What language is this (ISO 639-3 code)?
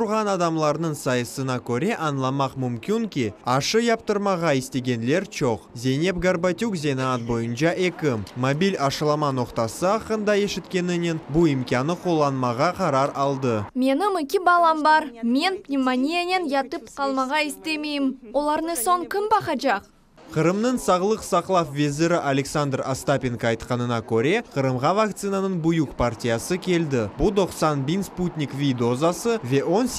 crh